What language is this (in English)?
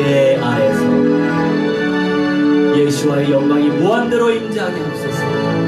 Korean